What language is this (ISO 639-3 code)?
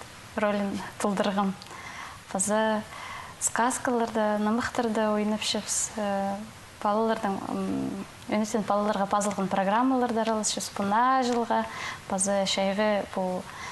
kjh